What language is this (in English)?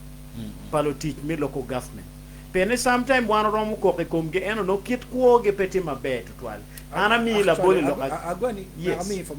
Acoli